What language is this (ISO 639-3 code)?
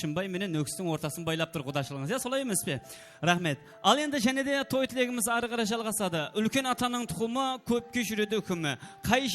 kaa